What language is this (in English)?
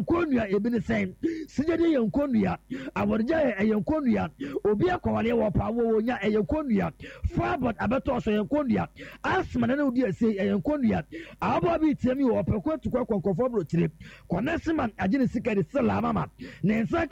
Akan